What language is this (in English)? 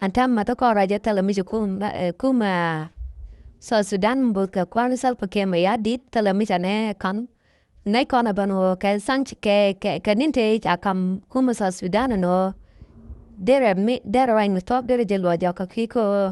Nuer